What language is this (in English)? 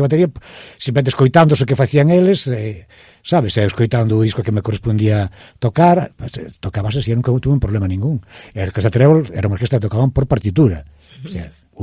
Galician